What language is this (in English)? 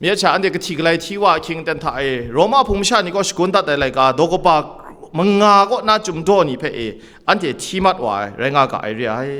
Kachin